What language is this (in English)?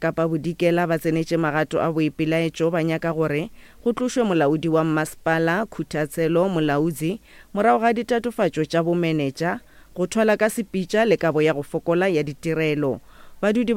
Northern Sotho